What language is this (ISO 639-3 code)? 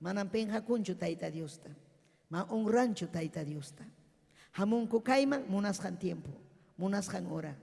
quy